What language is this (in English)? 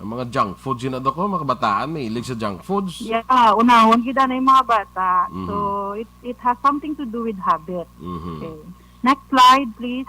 Hiligaynon